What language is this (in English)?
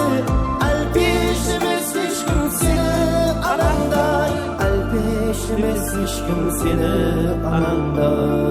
Kara-Kalpak